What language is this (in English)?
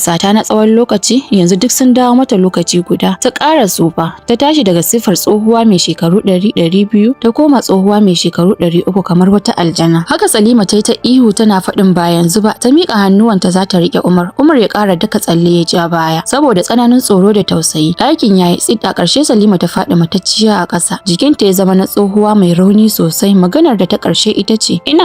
Hausa